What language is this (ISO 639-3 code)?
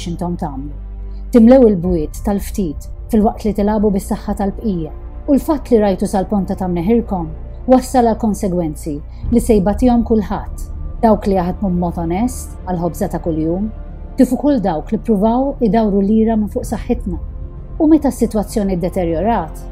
mlt